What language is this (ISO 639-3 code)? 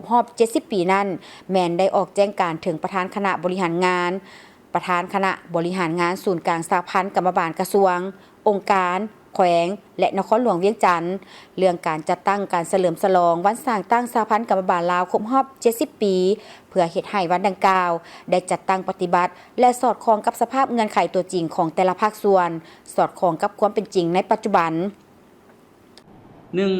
lao